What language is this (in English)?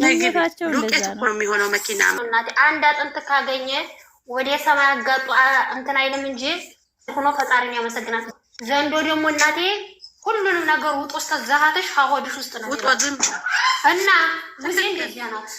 Amharic